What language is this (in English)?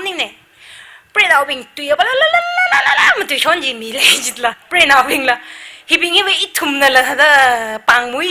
Tangkhul Naga (India)